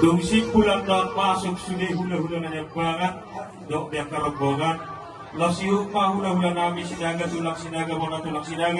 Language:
Batak Toba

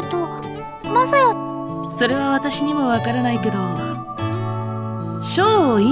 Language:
Japanese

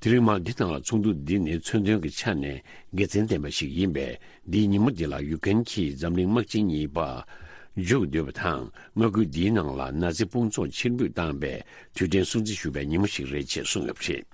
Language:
Tibetan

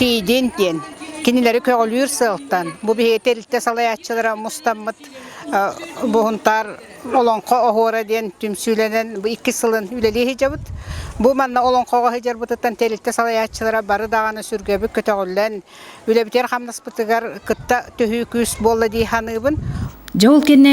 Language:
Yakut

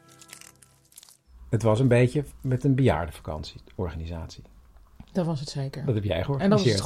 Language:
Dutch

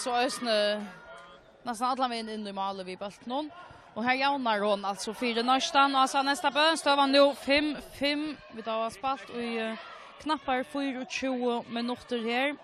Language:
Faroese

